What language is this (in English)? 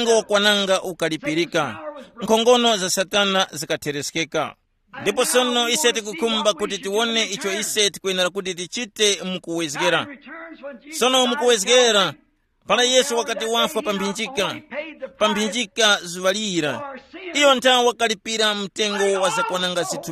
Tumbuka